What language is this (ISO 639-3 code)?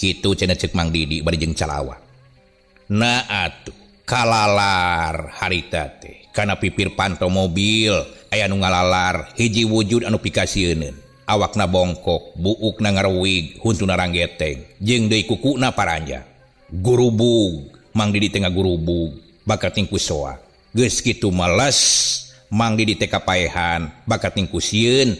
sun